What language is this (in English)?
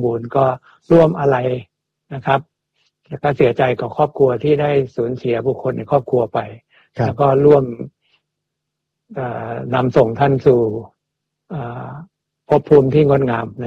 Thai